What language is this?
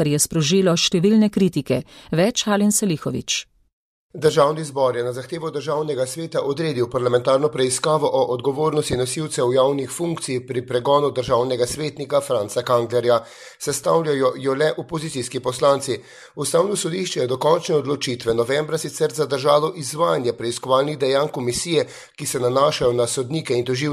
Slovenian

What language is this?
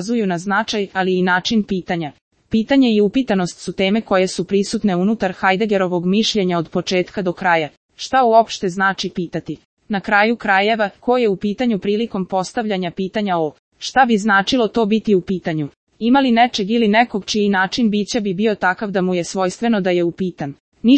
Serbian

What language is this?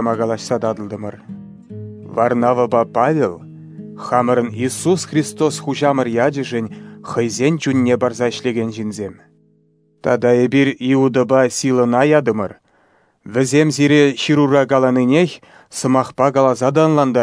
Chuvash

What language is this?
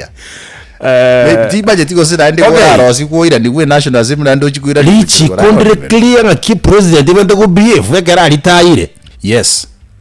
Gusii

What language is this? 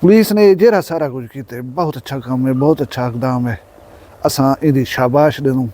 Saraiki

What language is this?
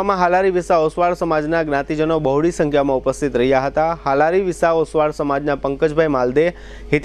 Gujarati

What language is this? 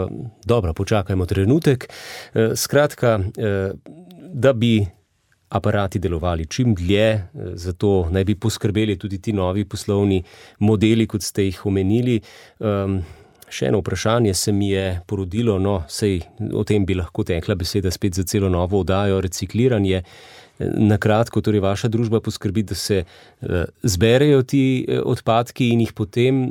Slovenian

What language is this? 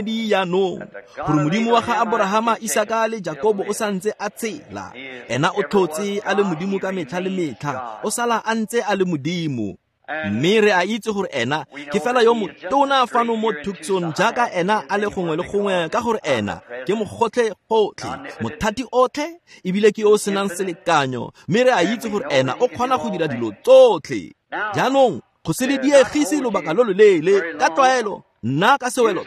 Tswana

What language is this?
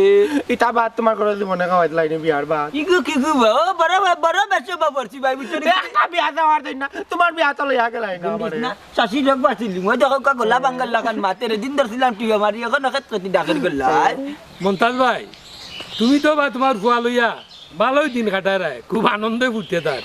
Sylheti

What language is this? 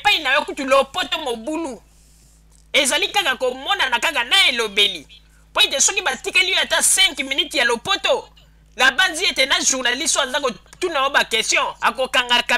Lingala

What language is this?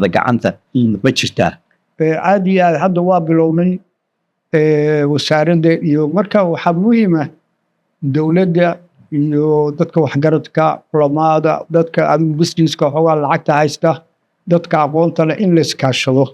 Somali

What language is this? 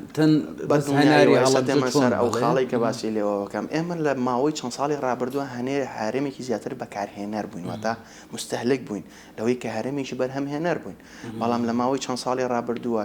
Central Kurdish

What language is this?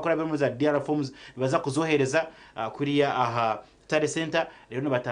Nyankole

